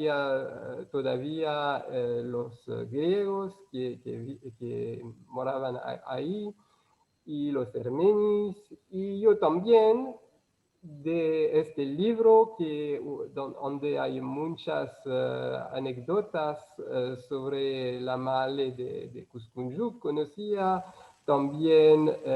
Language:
Ladino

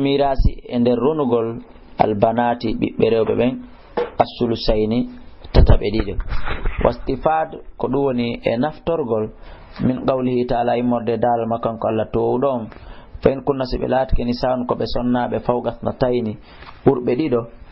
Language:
Fula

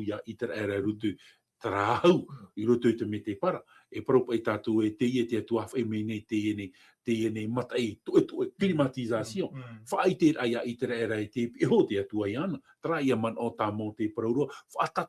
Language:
Tahitian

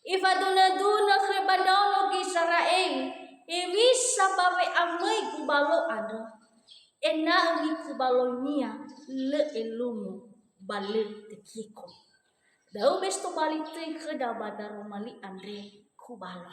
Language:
Nias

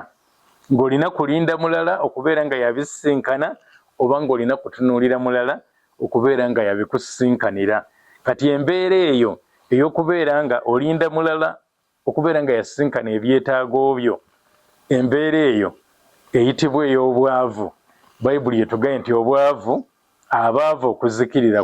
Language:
Ganda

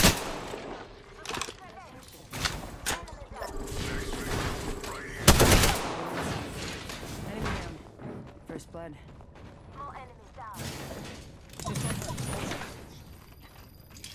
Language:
English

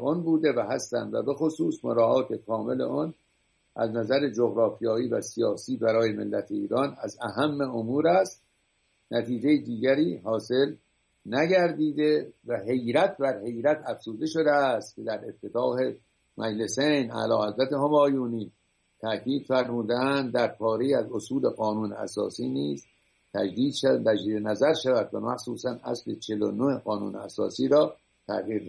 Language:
Persian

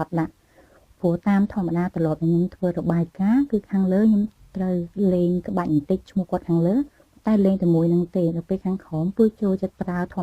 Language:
Khmer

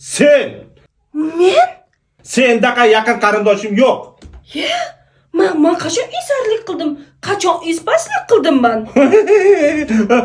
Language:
Uzbek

